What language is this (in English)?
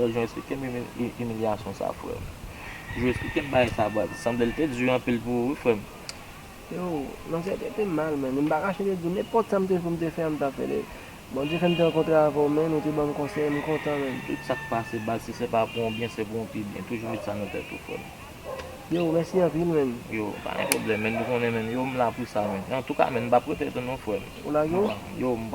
Haitian Creole